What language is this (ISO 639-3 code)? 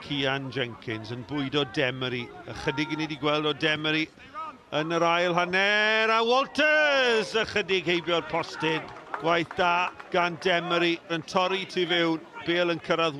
cym